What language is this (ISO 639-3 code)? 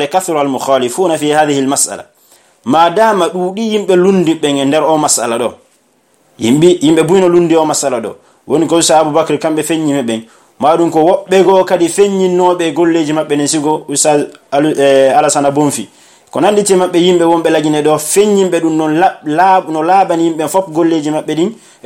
ful